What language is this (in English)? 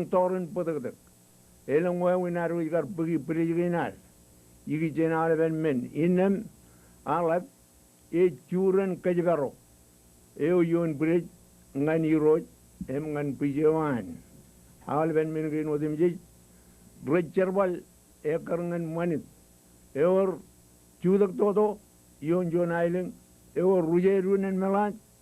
Marshallese